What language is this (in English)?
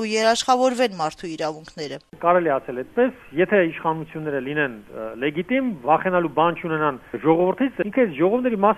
Armenian